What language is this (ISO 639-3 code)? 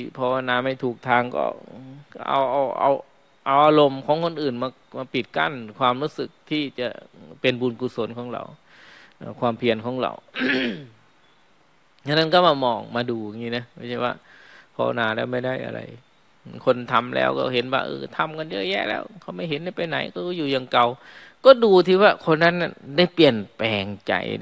tha